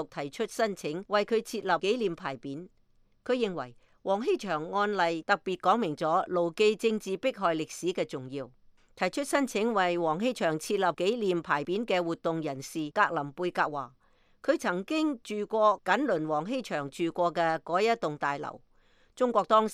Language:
Cantonese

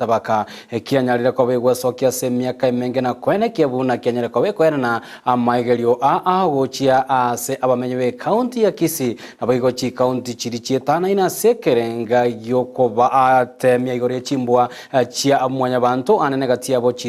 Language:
Gusii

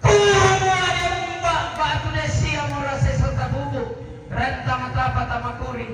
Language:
Toraja-Sa'dan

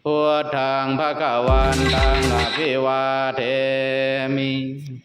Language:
Pali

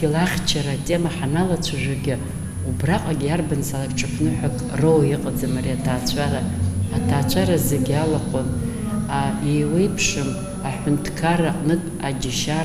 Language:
Abkhazian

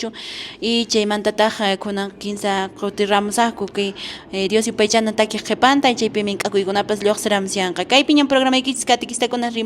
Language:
Quechua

